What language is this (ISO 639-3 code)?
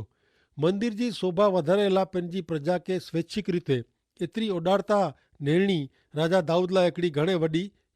kfr